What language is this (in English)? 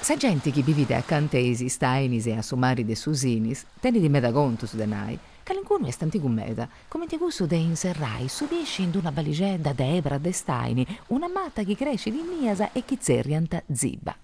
Sardinian